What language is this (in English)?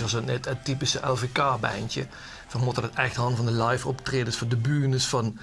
Limburgish